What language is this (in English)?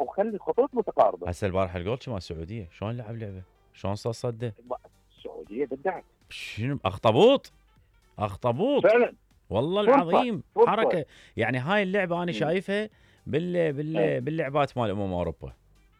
Mesopotamian Arabic